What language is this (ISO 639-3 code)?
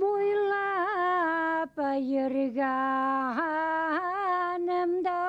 bak